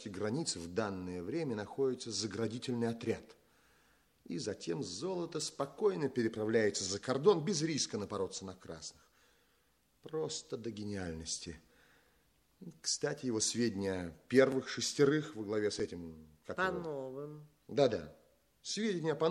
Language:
Russian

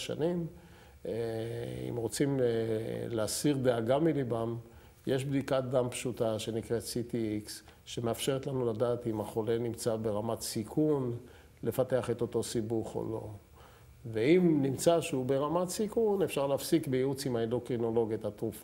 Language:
Hebrew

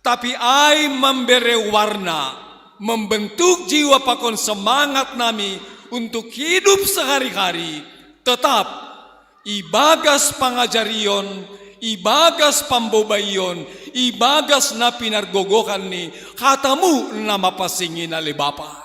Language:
Batak Simalungun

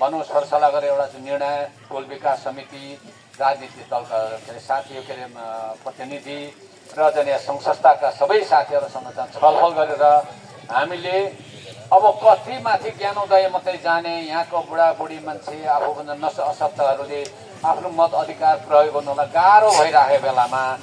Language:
Nepali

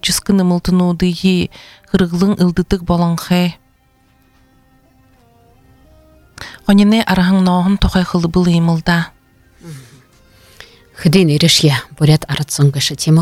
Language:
Buriat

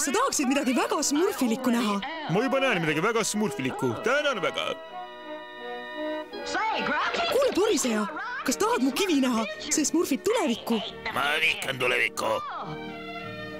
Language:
Estonian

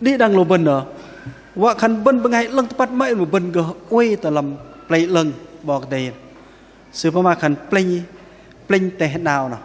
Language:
Bahnar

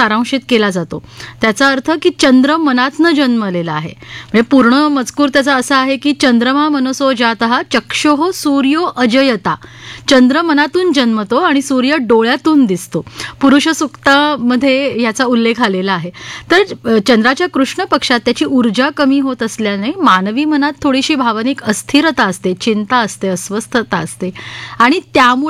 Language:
Marathi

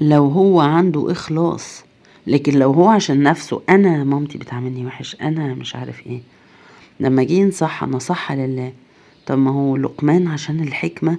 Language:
Egyptian Arabic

